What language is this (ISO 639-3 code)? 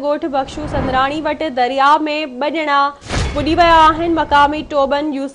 snd